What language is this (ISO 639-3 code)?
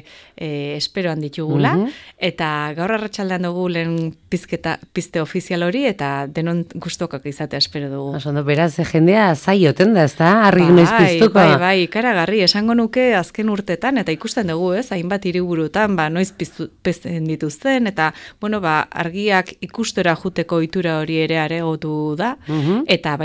eus